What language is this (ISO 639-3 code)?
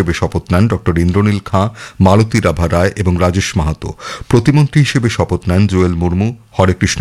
ben